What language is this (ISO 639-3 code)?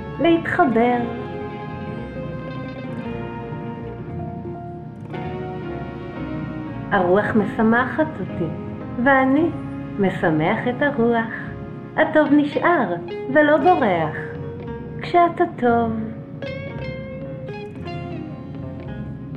heb